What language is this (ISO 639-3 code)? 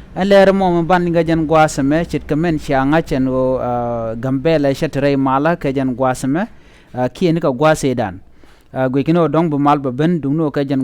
nus